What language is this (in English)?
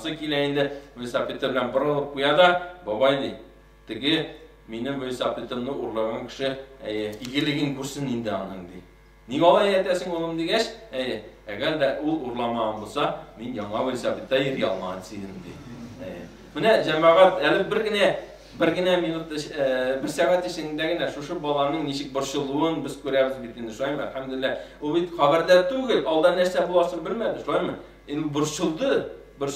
Tatar